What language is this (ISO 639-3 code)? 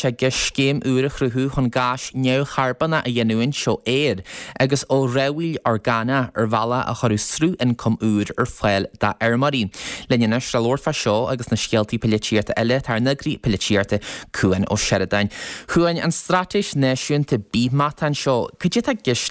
gle